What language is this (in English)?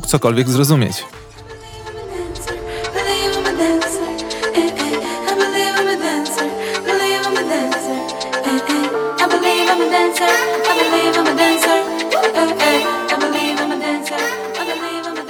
Polish